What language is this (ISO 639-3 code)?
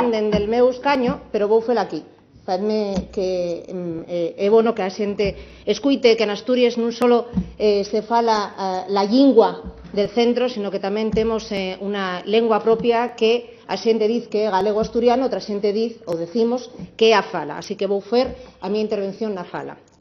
ast